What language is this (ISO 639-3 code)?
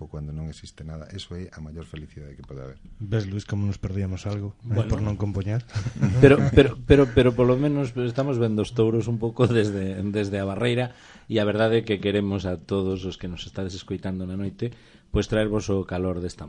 glg